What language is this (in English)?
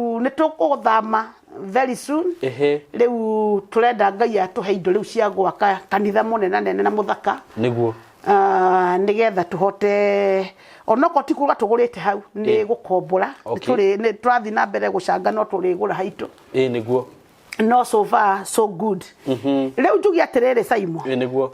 Kikuyu